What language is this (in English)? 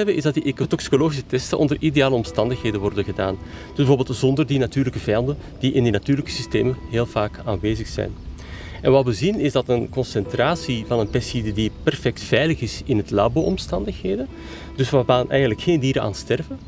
Dutch